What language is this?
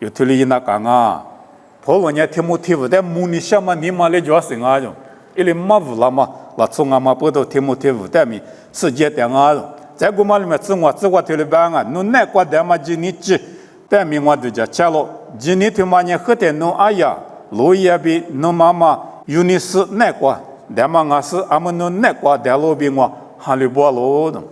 Lisu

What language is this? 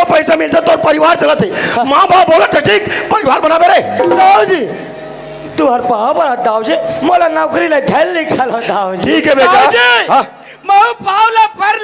Chhattisgarhi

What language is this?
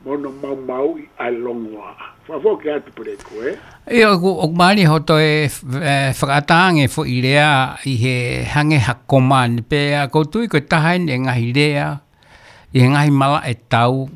Tongan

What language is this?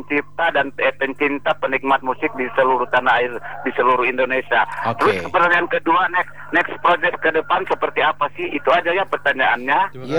Indonesian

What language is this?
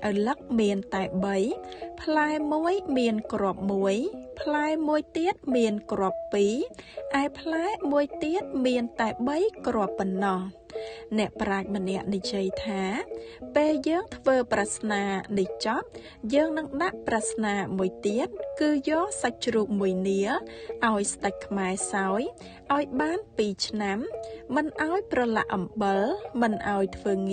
Khmer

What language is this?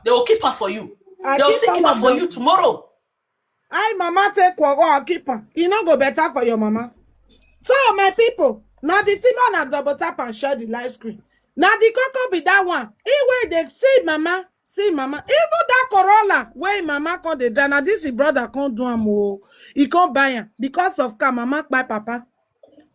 Nigerian Pidgin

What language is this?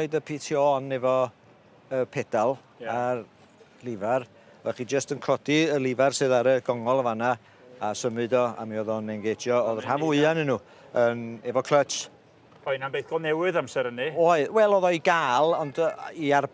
Welsh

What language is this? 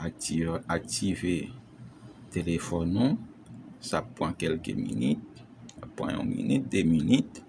Haitian Creole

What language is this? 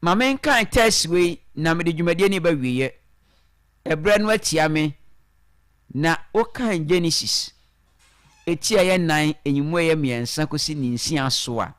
Akan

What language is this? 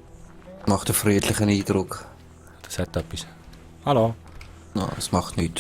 Swiss German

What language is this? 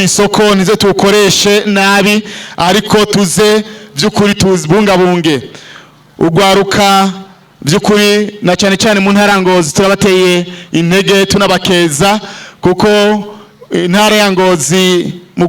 Rundi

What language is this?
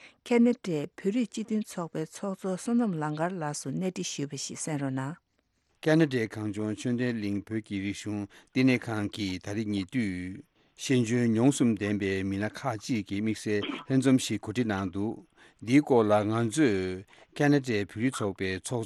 Tibetan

